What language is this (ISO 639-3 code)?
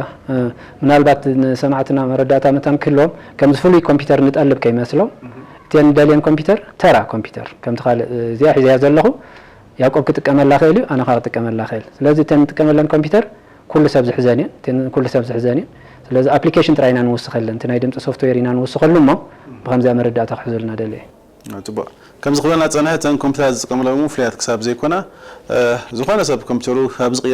tir